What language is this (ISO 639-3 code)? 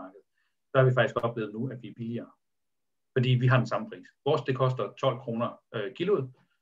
dan